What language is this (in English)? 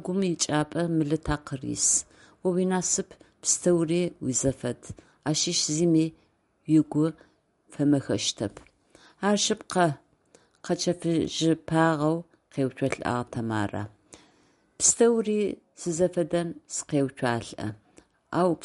Adyghe